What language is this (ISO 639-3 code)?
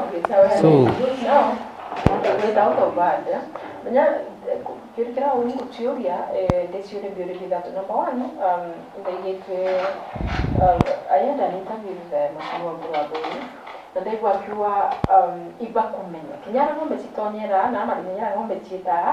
mer